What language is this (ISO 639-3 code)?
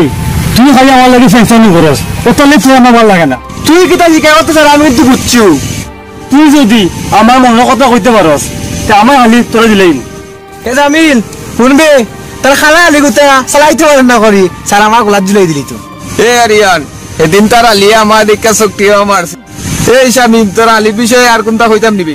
syl